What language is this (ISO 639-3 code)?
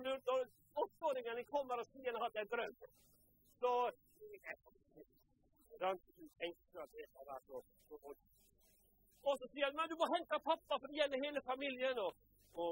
nor